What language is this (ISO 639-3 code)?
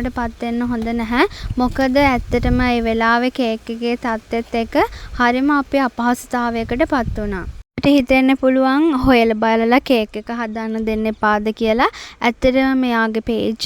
sin